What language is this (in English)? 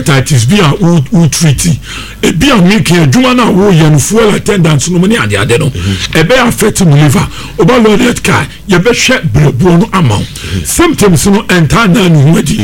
Akan